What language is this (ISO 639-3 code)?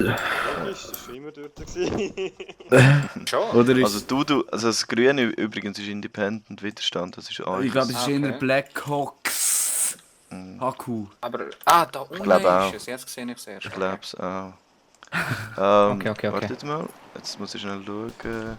gsw